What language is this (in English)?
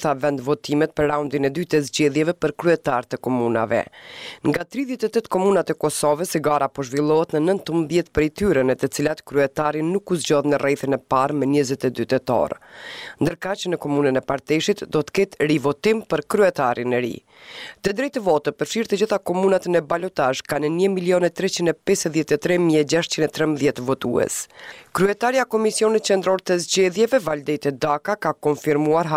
Albanian